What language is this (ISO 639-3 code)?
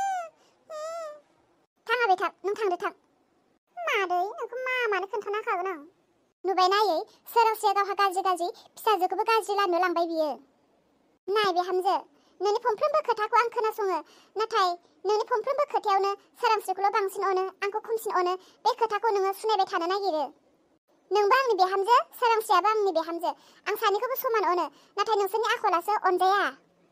brx